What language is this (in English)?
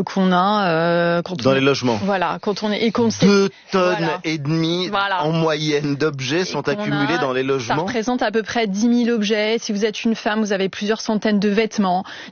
French